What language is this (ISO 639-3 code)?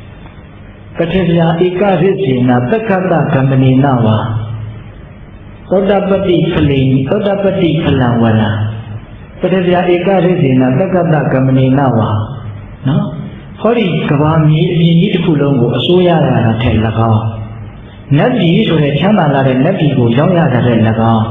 mya